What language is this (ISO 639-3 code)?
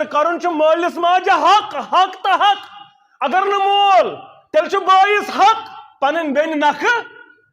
kas